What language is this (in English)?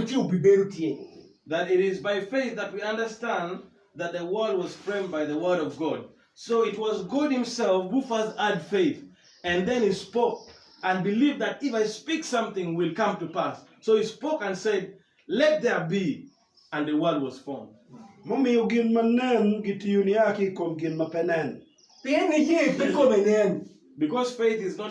Acoli